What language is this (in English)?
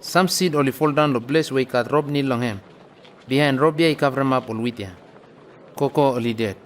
Bislama